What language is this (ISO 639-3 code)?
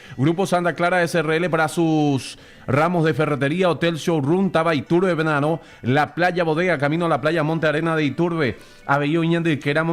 grn